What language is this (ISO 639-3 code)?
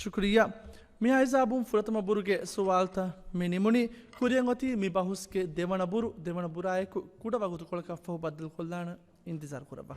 div